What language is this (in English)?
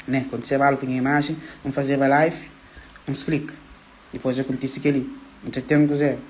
Kabuverdianu